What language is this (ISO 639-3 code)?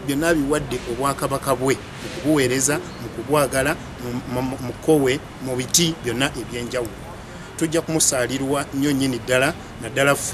lug